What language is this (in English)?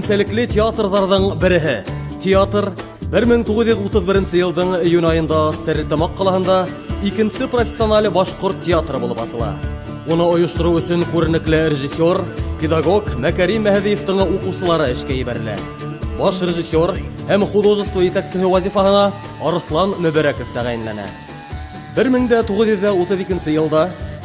Bashkir